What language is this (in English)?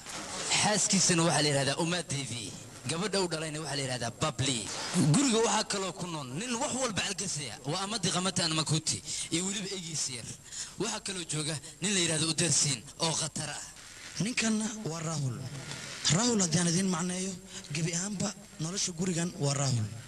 Somali